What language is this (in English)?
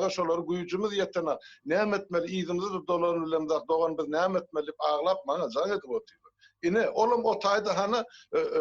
Turkmen